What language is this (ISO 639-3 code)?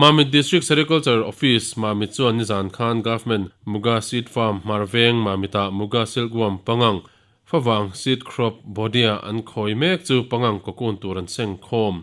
lus